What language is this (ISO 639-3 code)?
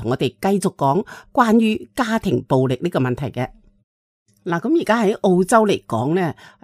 yue